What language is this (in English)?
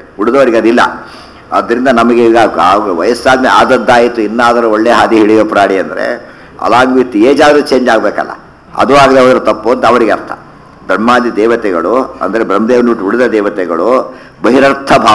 Kannada